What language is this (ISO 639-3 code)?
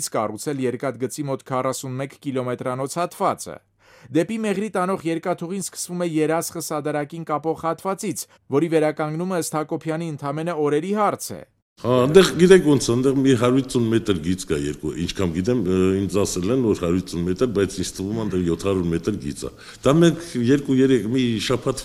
hye